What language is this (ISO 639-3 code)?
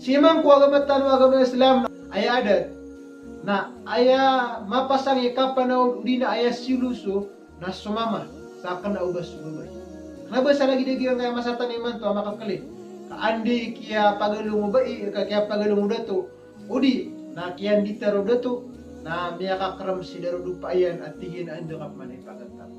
mrw